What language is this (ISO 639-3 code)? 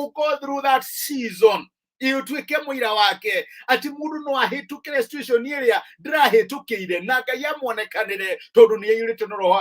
kik